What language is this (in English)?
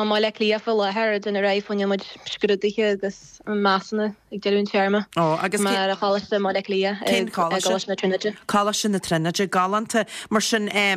Irish